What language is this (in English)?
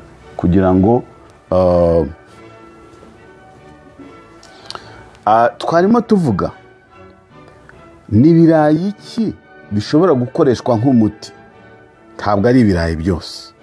Kinyarwanda